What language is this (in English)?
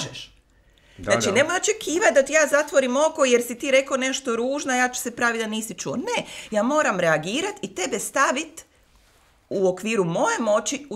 Croatian